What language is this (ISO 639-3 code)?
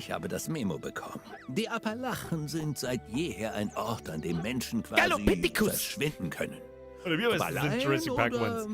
bar